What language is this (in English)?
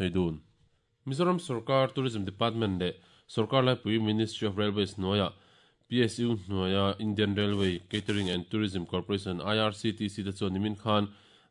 Mizo